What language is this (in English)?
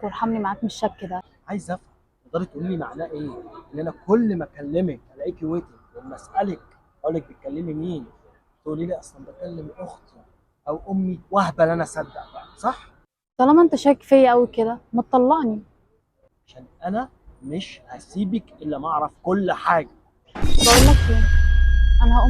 Egyptian Arabic